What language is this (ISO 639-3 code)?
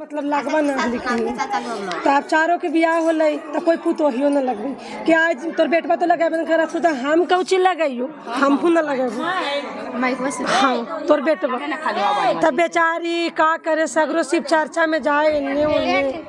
mag